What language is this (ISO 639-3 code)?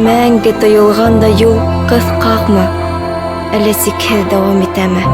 bak